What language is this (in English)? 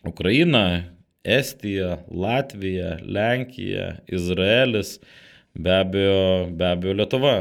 Lithuanian